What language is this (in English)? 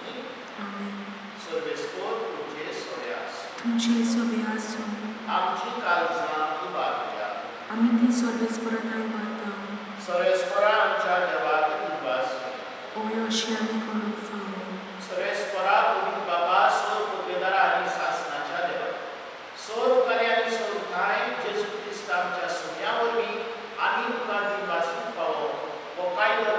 Konkani